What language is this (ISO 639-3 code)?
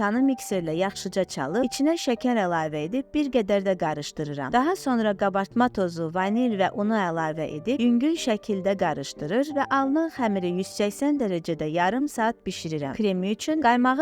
aze